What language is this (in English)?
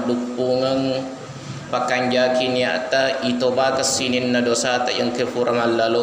Buginese